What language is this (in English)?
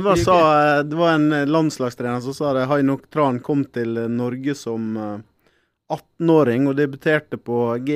Norwegian